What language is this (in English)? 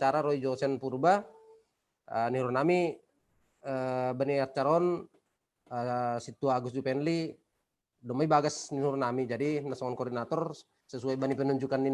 Batak Simalungun